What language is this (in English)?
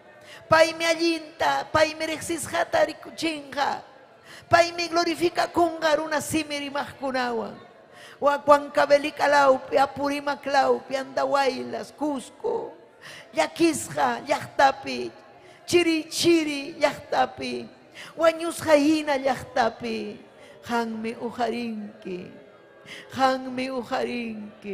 Ayacucho Quechua